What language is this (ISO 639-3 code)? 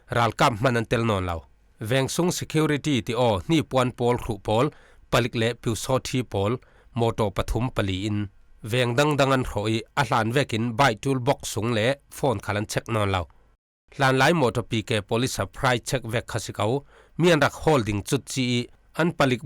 cfm